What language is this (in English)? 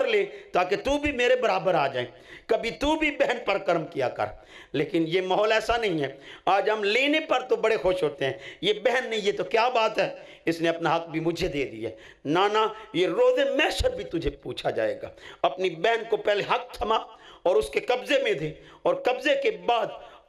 Urdu